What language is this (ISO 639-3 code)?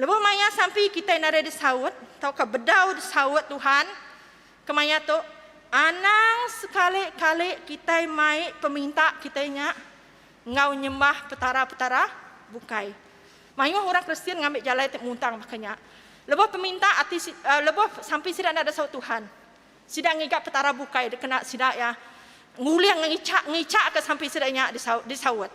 iba